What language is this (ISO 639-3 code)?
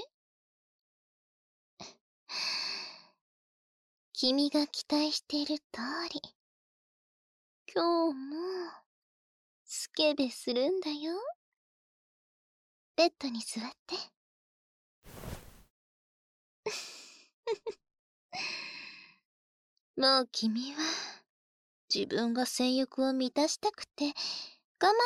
jpn